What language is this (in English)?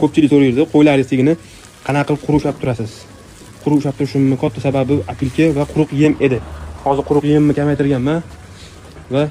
Uzbek